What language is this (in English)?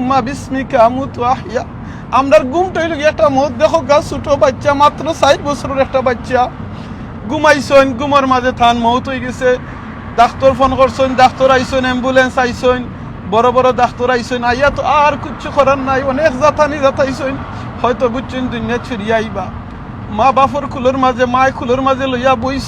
Sylheti